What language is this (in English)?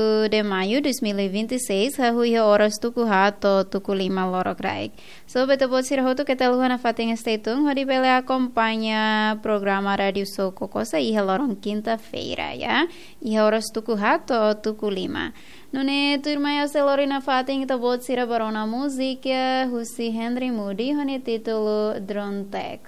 Tetum